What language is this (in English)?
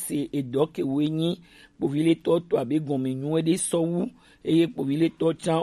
Gen